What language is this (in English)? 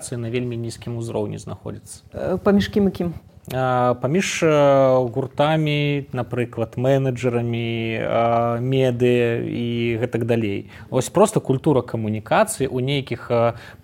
Belarusian